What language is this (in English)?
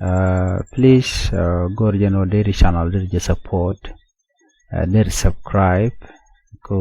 Nuer